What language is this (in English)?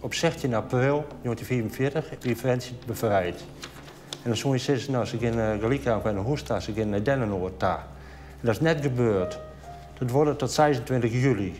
Western Frisian